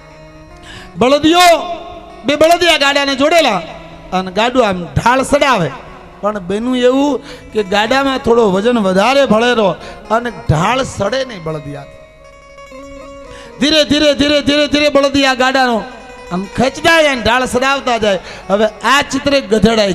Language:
Gujarati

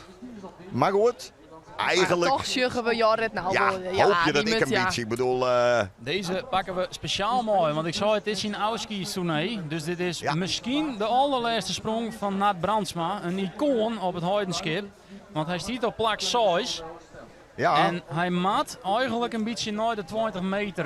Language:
Western Frisian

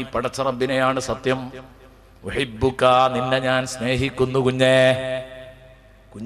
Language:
Malayalam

